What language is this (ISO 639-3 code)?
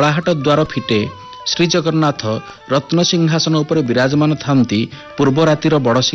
ori